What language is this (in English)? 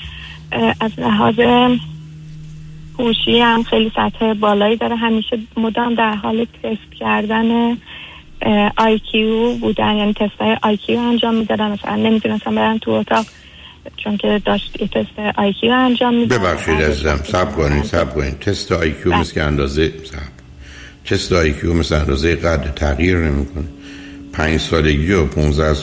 Persian